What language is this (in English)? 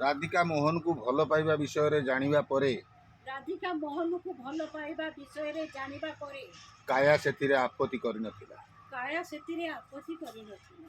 Odia